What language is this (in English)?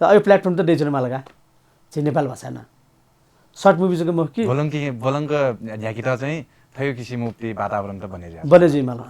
Newari